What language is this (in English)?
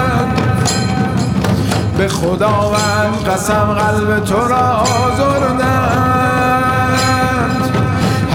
Persian